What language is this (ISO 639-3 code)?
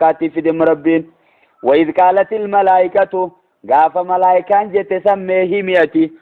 orm